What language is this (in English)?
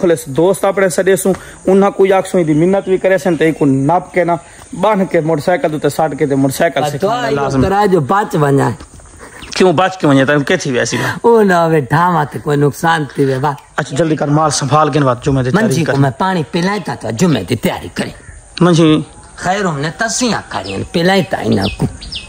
Saraiki